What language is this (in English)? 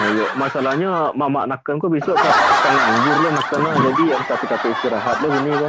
Minangkabau